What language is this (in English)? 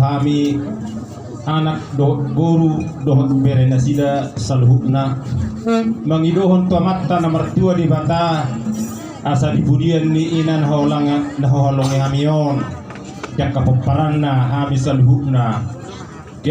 Batak Toba